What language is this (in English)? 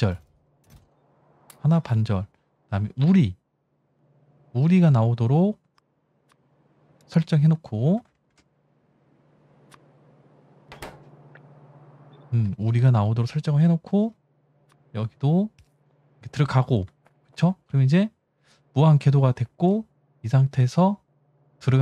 Korean